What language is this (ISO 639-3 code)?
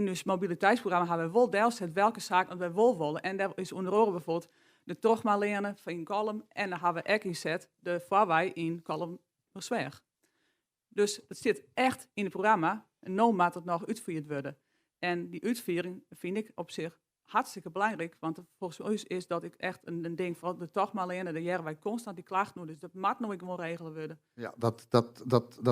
fry